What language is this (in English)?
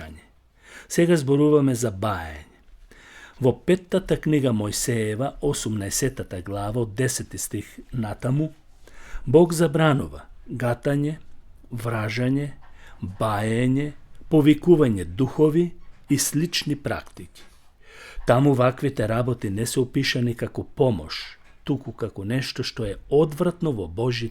Macedonian